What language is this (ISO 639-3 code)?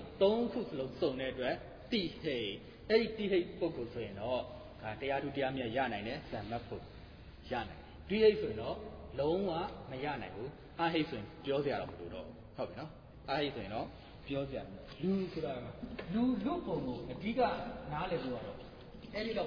mya